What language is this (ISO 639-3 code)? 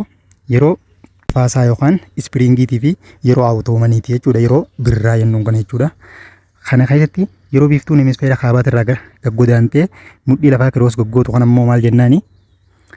orm